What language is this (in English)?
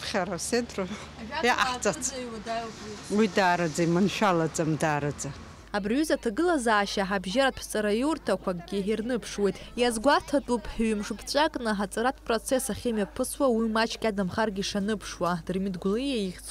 Abkhazian